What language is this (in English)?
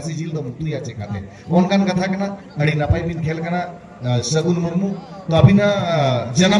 Santali